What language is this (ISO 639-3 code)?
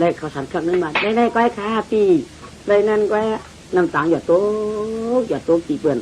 shn